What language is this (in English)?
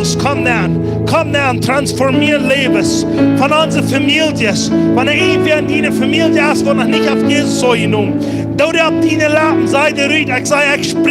Plautdietsch